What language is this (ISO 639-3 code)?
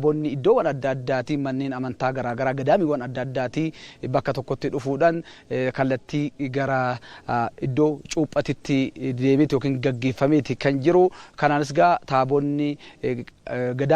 orm